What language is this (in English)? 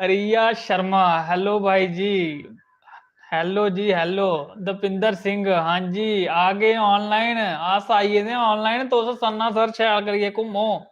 Dogri